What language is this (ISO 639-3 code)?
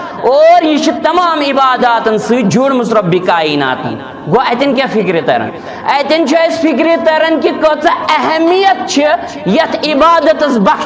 kas